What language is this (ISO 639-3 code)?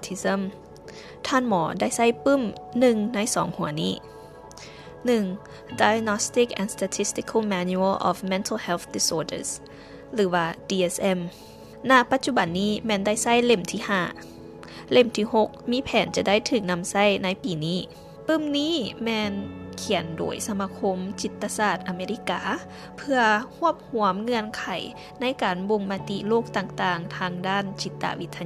lao